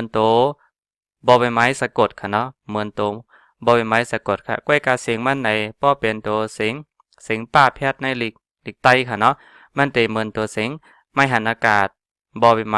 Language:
Shan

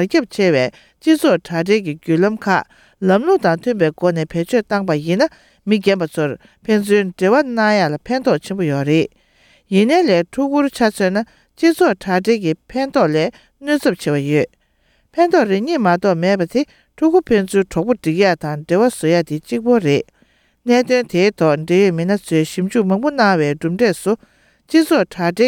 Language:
Tibetan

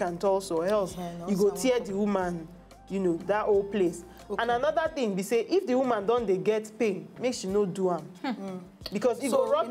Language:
Nigerian Pidgin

